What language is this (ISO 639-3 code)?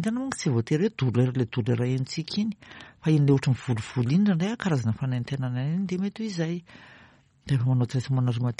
mlg